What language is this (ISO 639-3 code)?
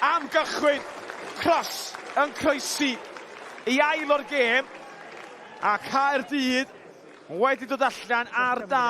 cym